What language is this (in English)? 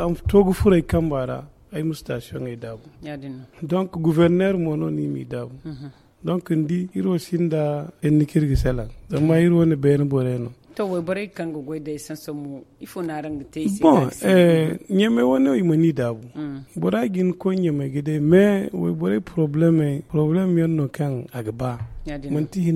Zarma